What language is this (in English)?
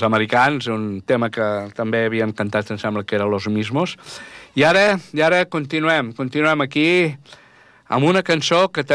Catalan